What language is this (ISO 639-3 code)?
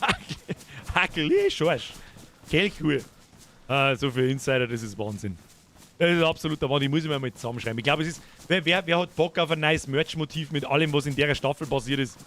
bar